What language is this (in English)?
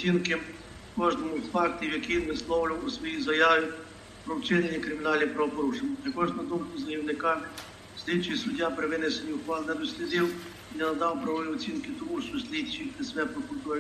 Ukrainian